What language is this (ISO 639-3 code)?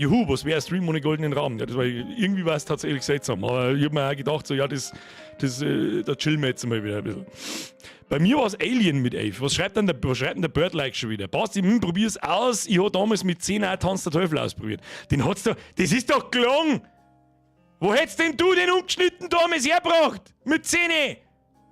bar